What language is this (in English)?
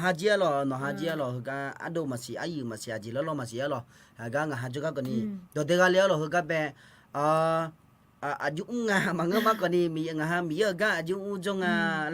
Akha